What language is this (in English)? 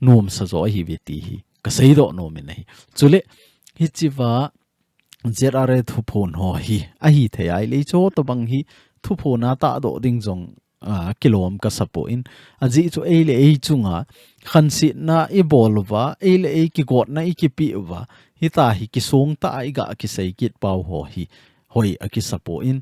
Thado Chin